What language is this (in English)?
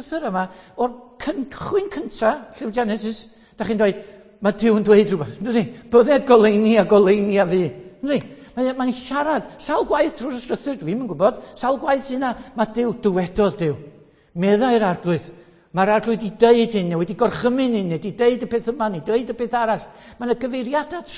Welsh